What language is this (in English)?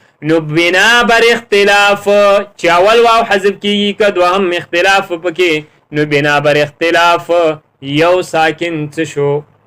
Pashto